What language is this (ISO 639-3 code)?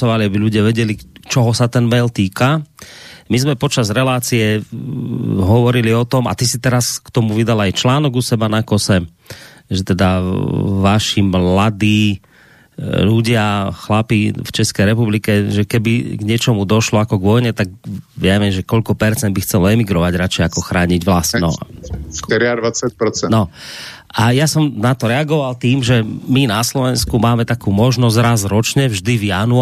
slk